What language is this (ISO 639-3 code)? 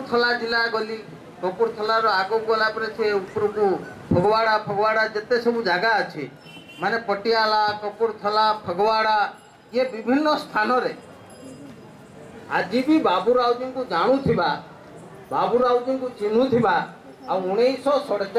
ori